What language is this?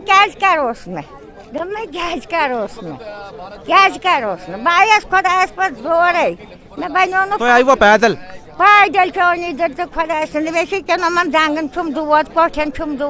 Kashmiri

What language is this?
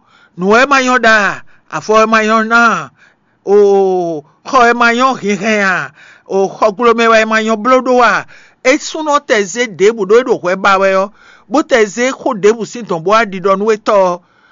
Fon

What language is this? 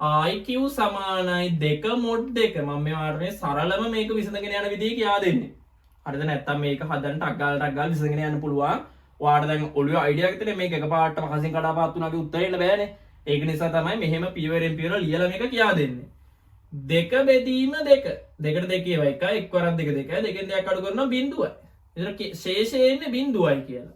Sinhala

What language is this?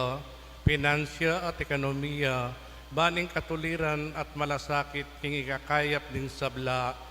Pampanga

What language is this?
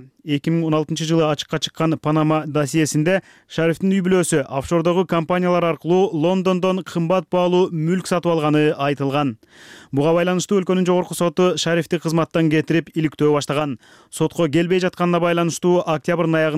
Kyrgyz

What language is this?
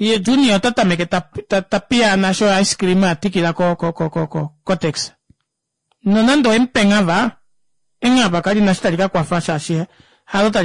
Kuanyama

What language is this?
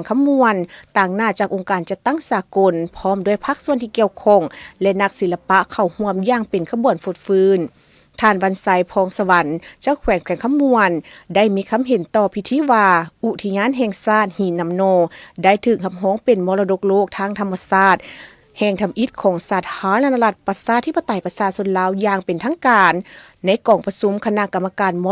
Lao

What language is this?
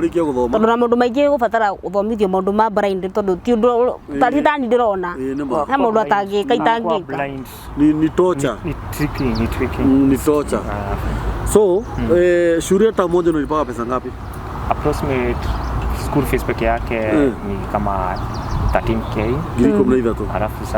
Kikuyu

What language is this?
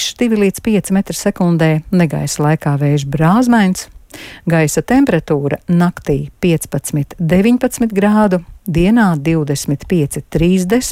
Latvian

